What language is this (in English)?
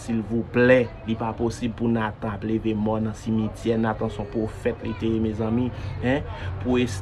Haitian Creole